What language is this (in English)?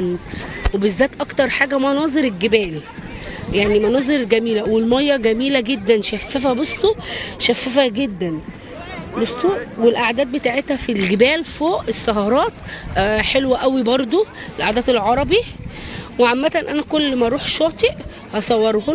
Egyptian Arabic